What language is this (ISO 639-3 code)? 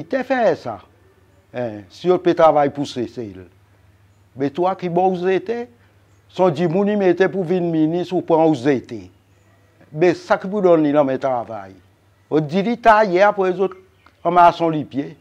crs